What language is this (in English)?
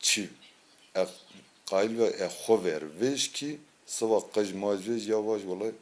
Zaza